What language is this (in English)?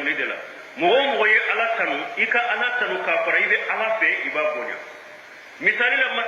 Bambara